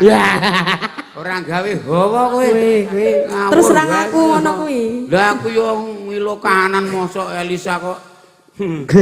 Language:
Javanese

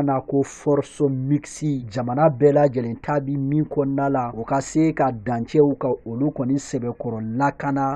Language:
Bambara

